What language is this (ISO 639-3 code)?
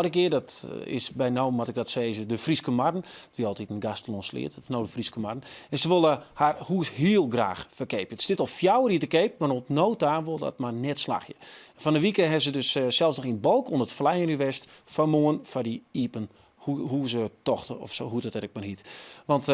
fry